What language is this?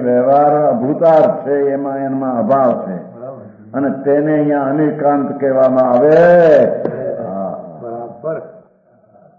Gujarati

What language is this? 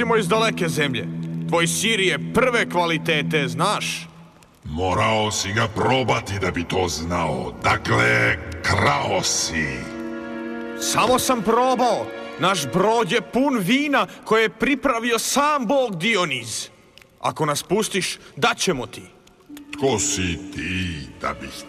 Croatian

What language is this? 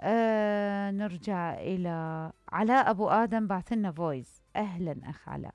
Mesopotamian Arabic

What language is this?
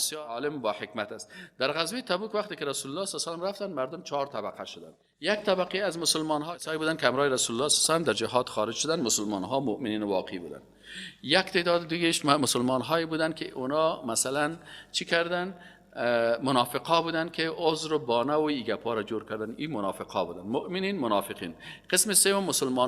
Persian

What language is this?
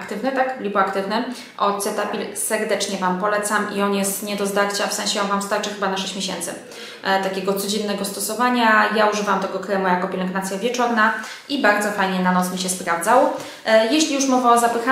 Polish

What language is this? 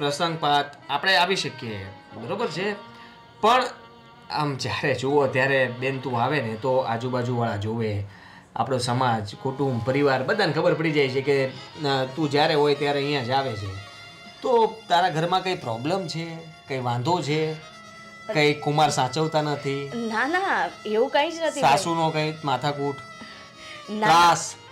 Gujarati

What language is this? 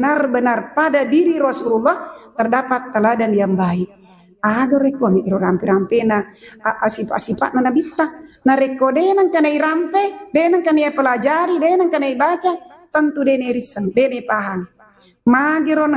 Buginese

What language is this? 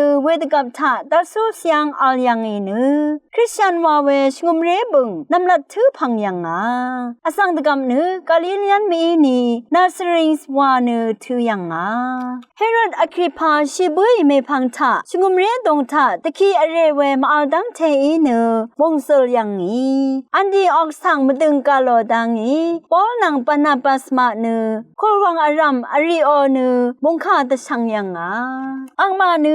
Rawang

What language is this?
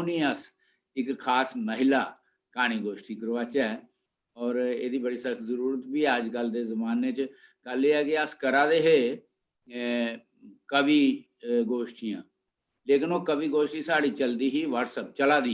Dogri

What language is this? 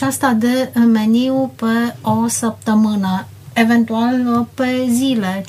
Romanian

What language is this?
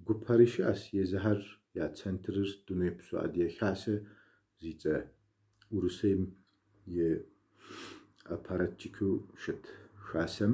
Kabardian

